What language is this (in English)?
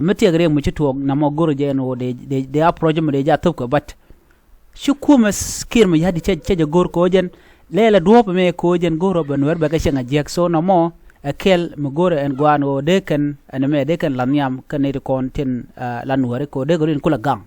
Nuer